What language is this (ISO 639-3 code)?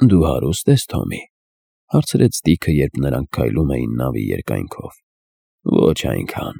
hye